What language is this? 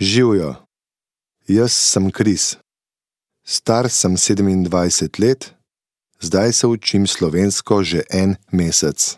Slovenian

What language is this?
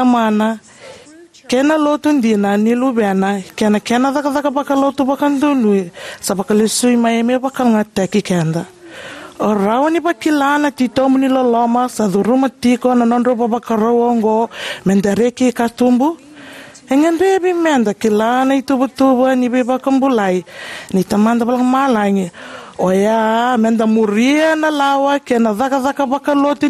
Fijian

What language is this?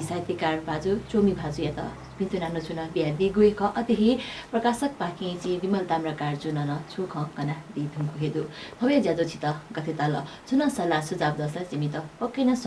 Newari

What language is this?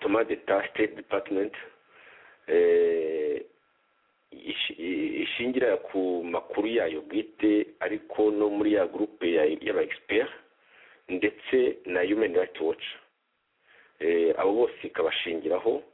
Kinyarwanda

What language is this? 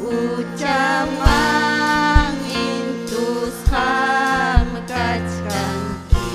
Ayacucho Quechua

